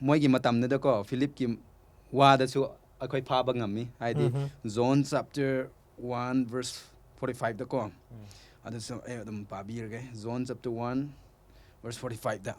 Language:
Manipuri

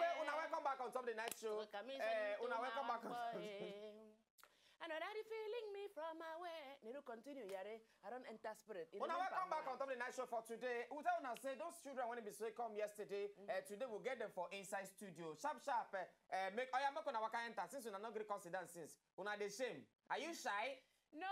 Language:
Nigerian Pidgin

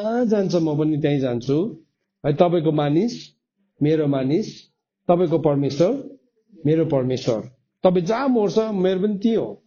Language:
Nepali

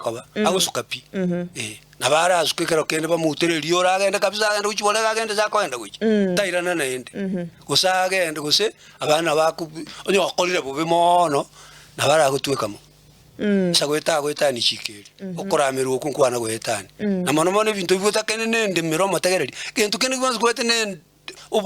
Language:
Gusii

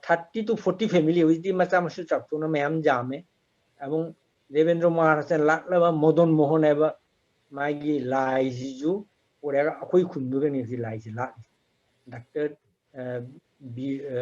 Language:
Manipuri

